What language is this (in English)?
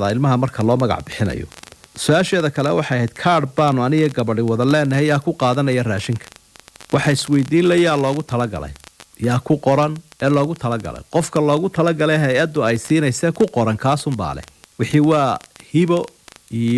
Somali